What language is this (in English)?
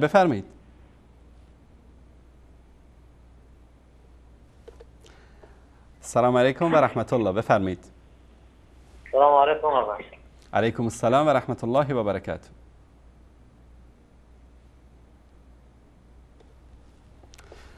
Persian